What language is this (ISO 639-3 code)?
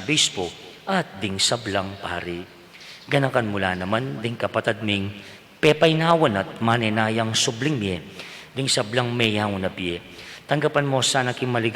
pam